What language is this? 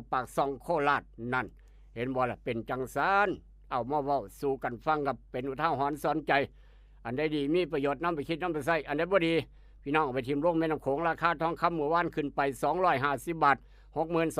Northeastern Thai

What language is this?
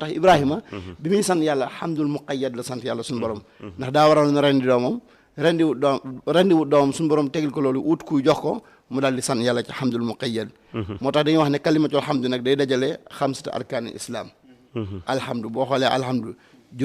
Wolof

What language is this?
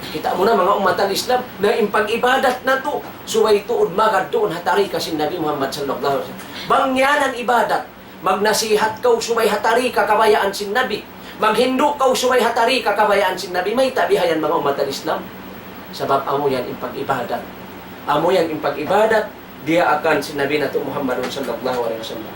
Tausug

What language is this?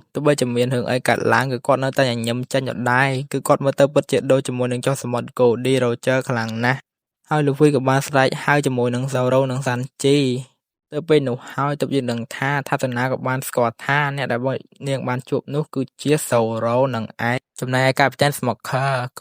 Khmer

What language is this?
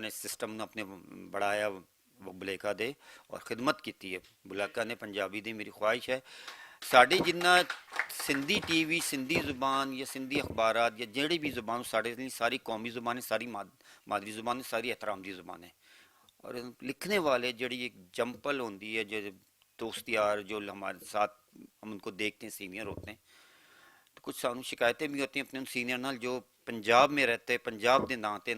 Western Panjabi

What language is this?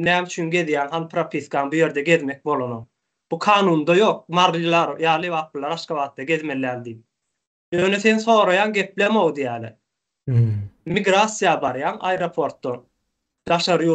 Turkmen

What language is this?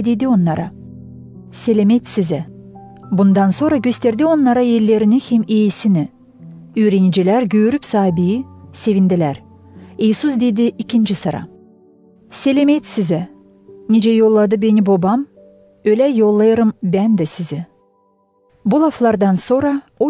Gagauz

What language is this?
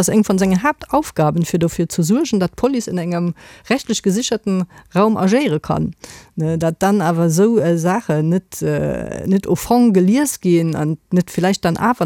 Luxembourgish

